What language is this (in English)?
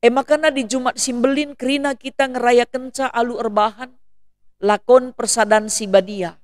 Batak Karo